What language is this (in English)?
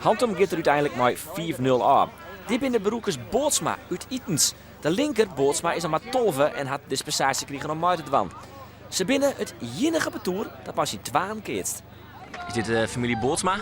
Western Frisian